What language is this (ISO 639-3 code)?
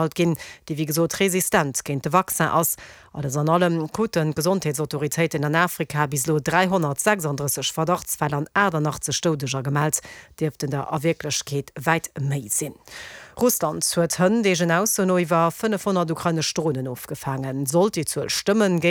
ltz